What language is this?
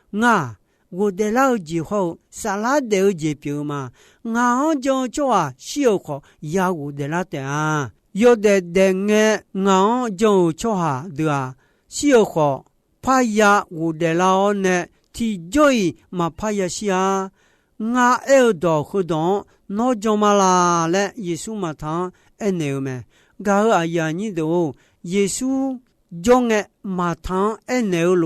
Akha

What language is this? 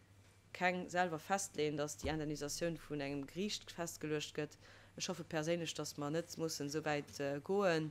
Luxembourgish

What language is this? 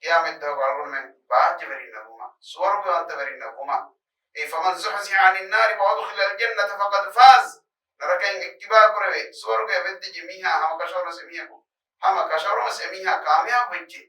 Divehi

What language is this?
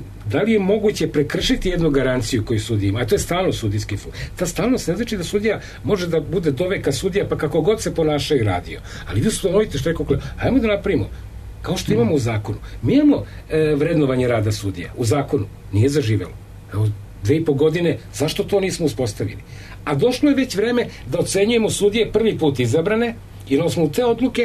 Serbian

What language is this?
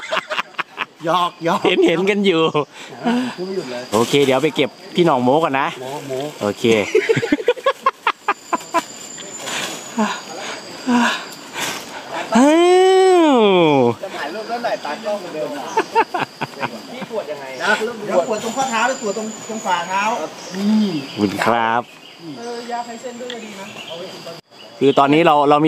Thai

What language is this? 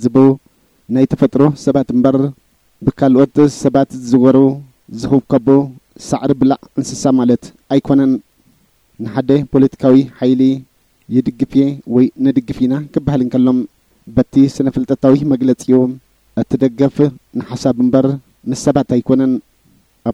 Tigrinya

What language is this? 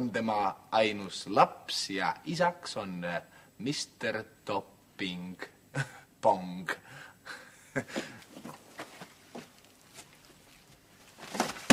Estonian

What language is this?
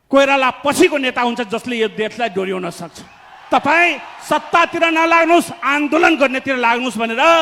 Nepali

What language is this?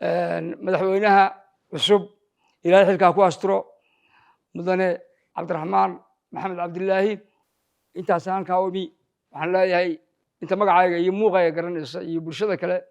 Somali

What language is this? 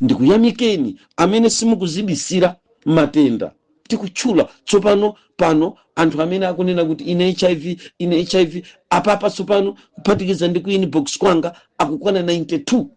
Nyanja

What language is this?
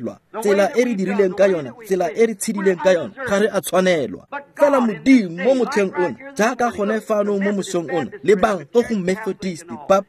Tswana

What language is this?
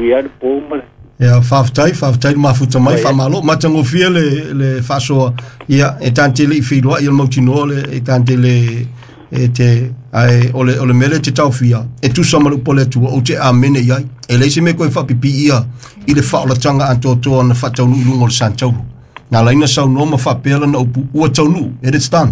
Samoan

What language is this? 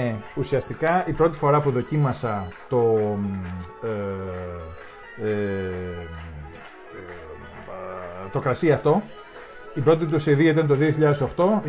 Greek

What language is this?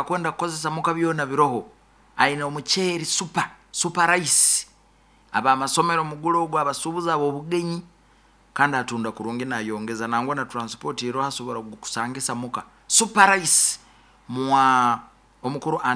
Nyoro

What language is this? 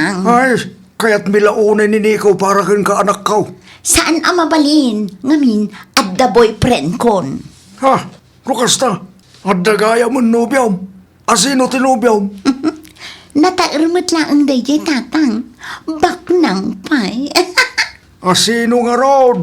Iloko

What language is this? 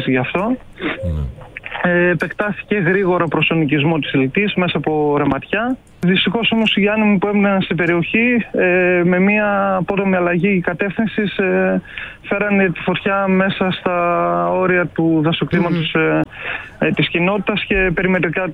Greek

